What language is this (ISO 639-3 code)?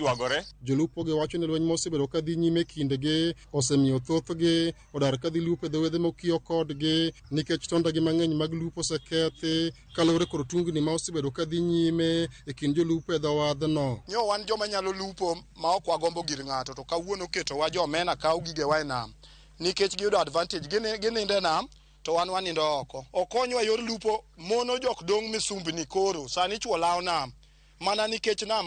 luo